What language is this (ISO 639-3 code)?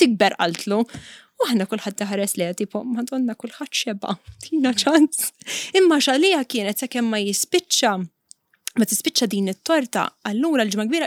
mlt